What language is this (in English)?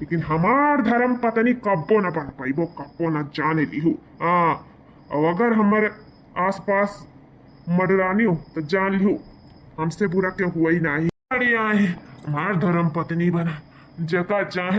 Awadhi